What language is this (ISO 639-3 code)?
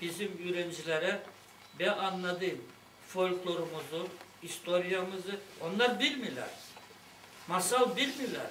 gag